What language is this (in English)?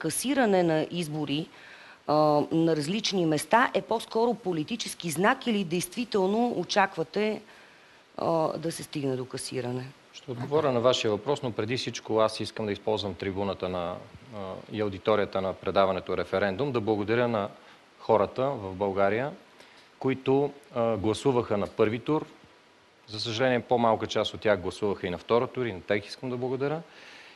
Bulgarian